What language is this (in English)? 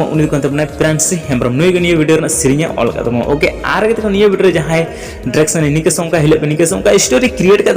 Santali